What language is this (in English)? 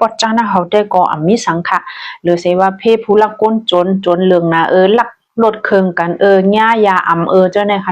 Shan